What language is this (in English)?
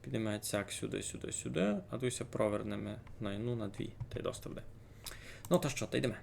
Rusyn